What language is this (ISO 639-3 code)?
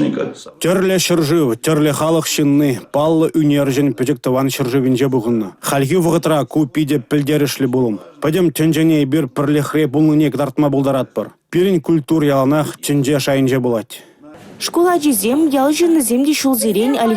chv